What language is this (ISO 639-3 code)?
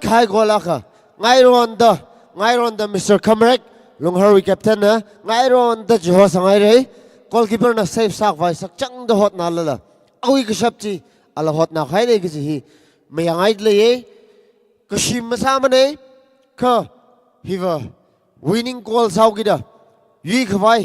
nmf